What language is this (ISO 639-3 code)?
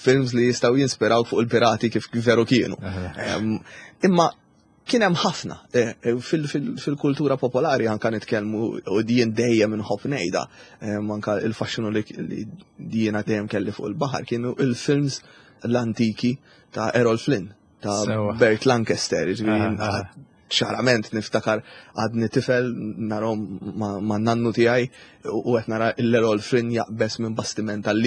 mlt